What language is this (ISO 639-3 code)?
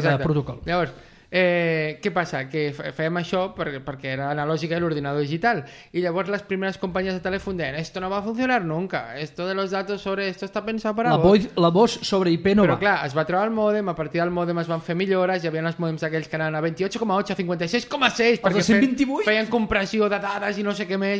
cat